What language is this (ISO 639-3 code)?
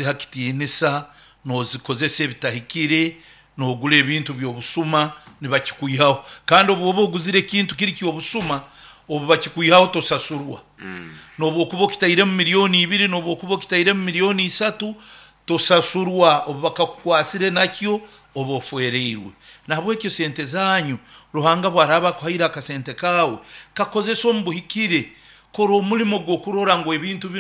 nyn